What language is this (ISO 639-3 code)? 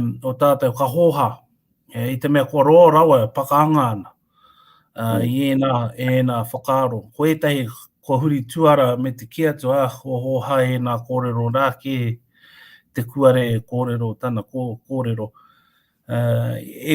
mri